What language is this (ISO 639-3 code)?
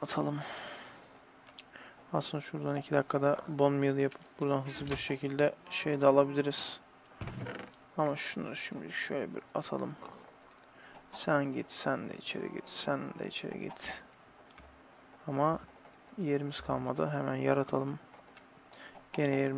tur